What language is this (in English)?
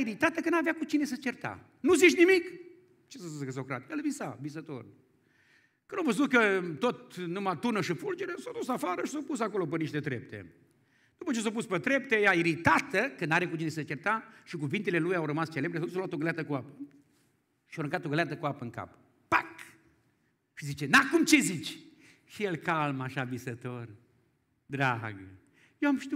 Romanian